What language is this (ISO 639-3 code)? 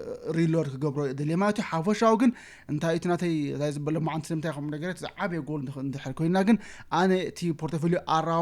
tir